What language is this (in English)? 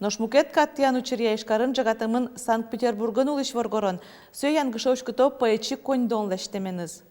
Udmurt